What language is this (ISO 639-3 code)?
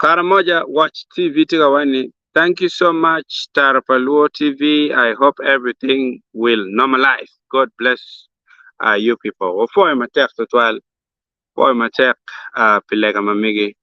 ach